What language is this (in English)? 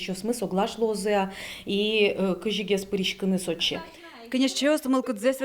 Udmurt